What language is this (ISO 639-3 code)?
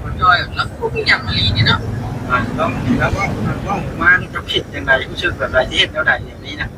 tts